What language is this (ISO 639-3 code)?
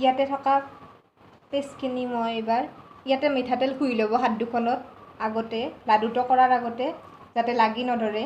asm